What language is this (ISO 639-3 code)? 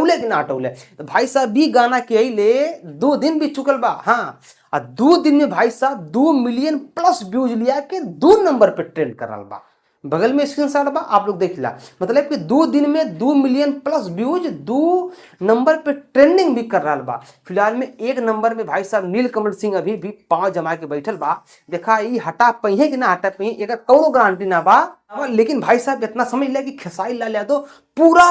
bho